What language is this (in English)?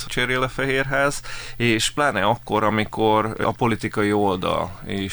Hungarian